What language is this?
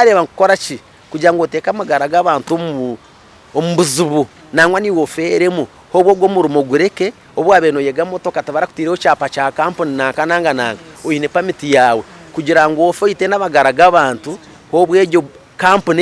Nyankole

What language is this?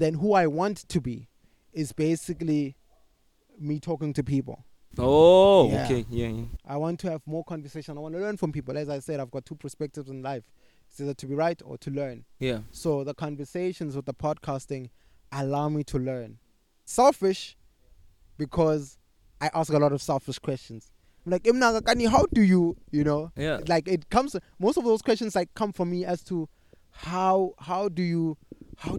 English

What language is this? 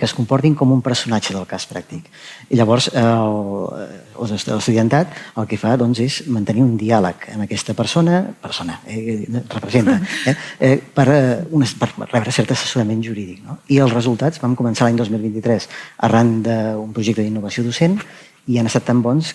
Catalan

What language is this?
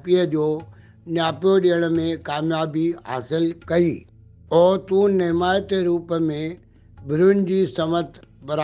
Sindhi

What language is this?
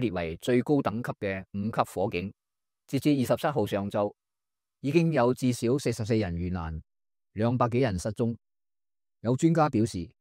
Cantonese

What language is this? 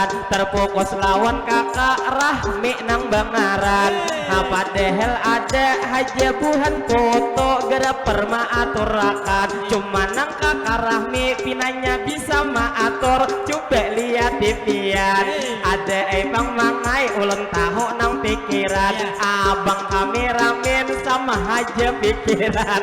Banjar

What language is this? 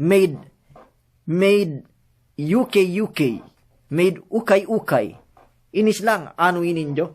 Yakan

